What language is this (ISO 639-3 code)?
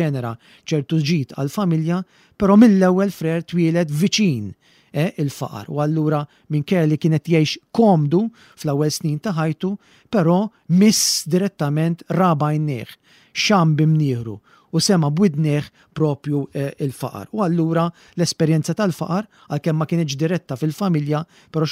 mlt